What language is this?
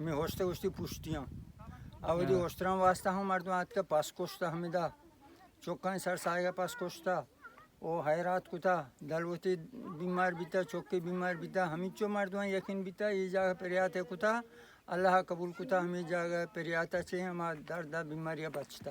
Baluchi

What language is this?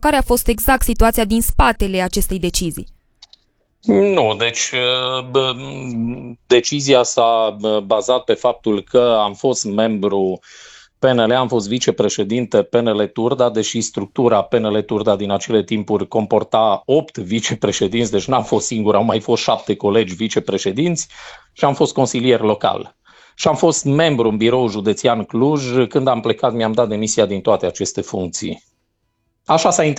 Romanian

